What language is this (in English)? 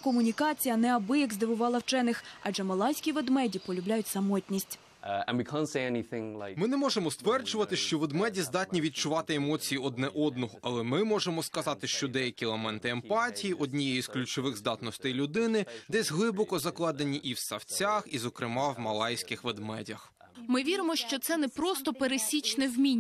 Ukrainian